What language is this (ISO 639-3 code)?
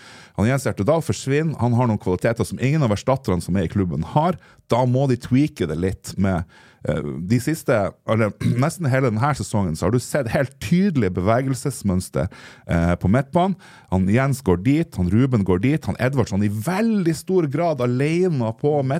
nor